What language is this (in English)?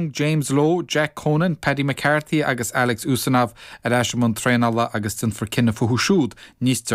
Irish